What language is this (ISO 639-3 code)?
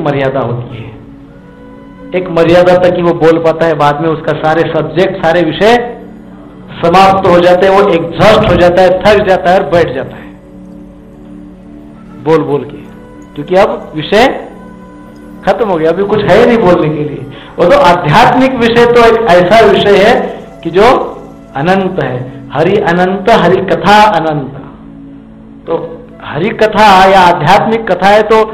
hin